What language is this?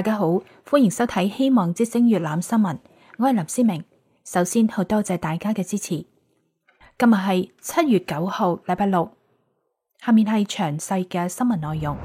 Cantonese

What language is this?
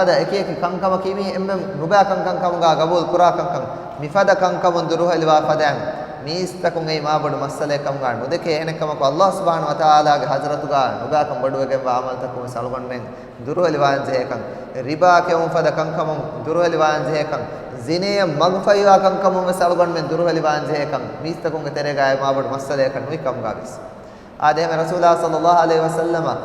Divehi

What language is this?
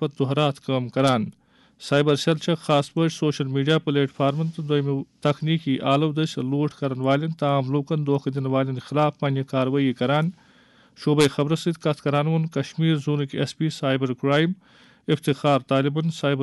Kashmiri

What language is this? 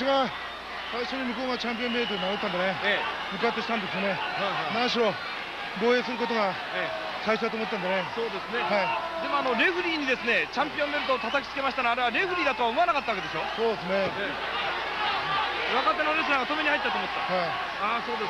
Japanese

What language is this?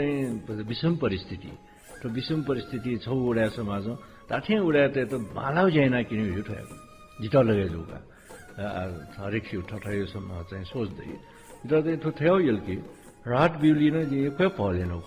Newari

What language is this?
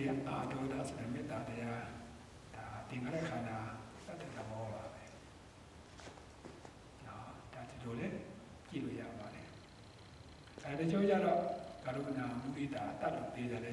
Burmese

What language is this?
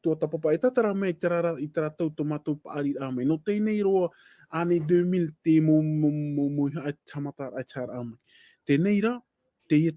Tahitian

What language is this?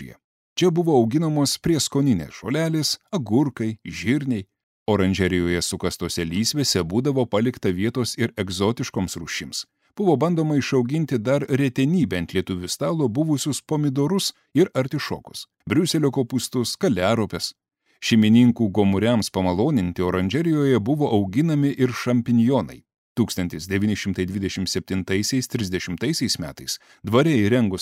Lithuanian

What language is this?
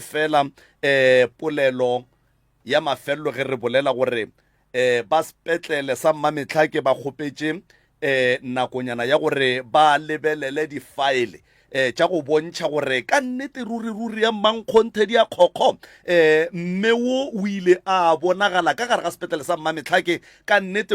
Northern Sotho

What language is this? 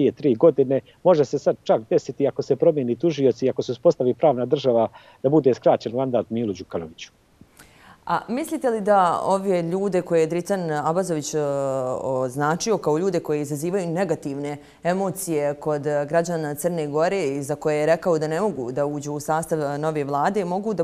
Bosnian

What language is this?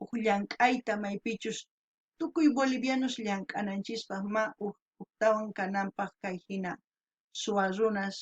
South Bolivian Quechua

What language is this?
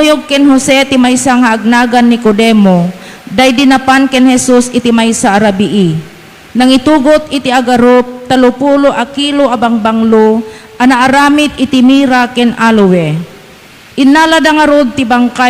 Iloko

